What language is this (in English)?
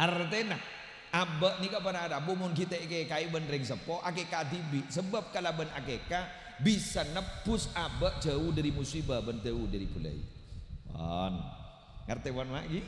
Madurese